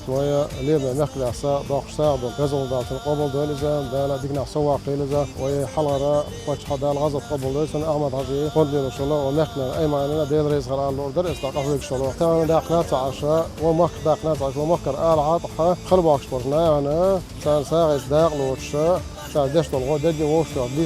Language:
Chechen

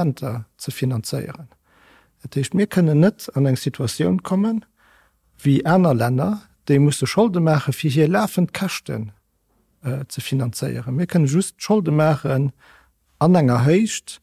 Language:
Luxembourgish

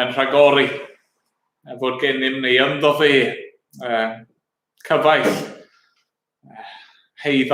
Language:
Welsh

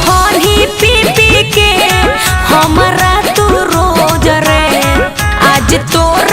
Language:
Magahi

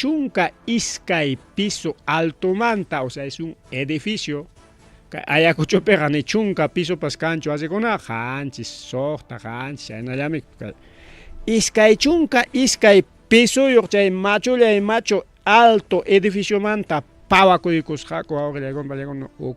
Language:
Ayacucho Quechua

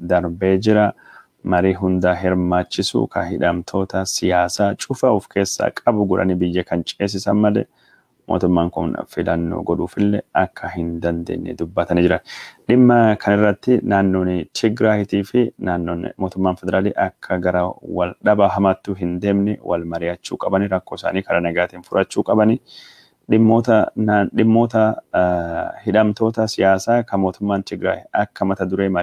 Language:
Oromo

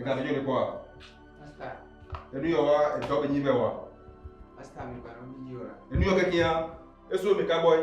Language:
Ewe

